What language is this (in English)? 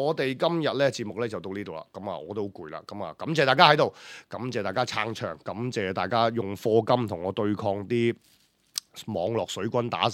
Cantonese